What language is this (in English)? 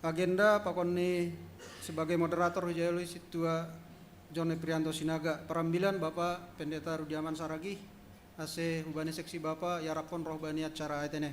Batak Simalungun